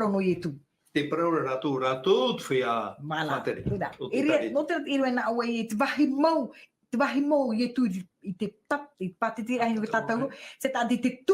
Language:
Tahitian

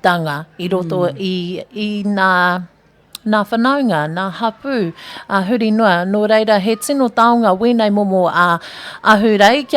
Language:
Māori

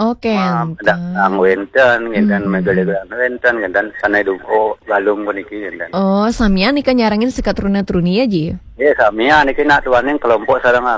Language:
Balinese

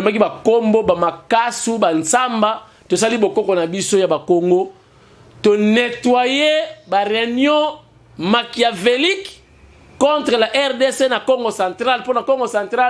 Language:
Lingala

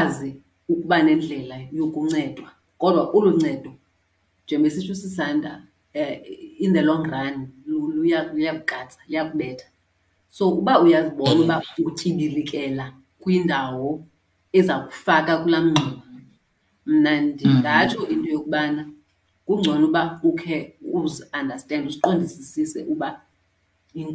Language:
Xhosa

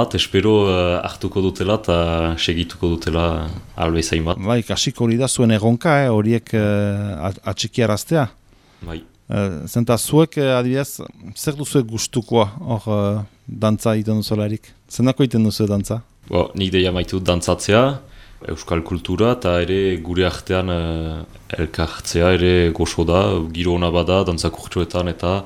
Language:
Basque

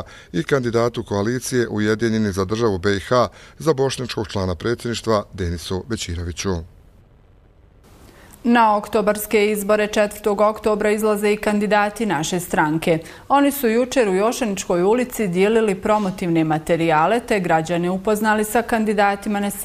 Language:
Bosnian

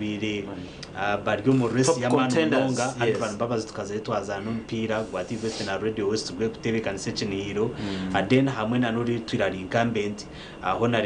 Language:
Nyankole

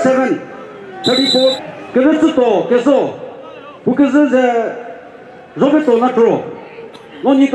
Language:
Chokri Naga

